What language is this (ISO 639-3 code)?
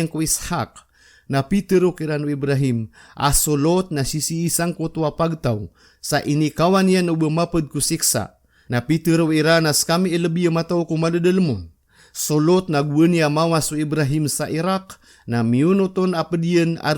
mrw